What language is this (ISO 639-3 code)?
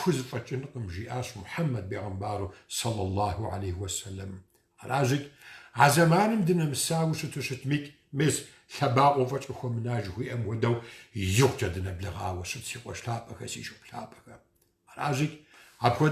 kbd